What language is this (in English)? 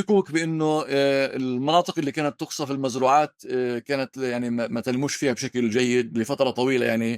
North Levantine Arabic